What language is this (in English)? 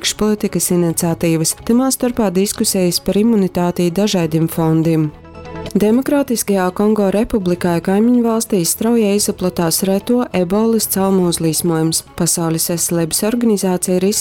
Latgalian